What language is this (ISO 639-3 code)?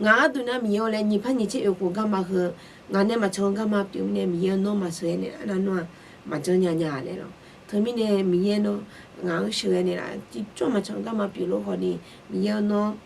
ahk